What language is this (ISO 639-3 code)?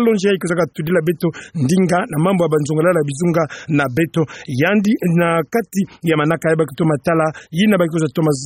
ktu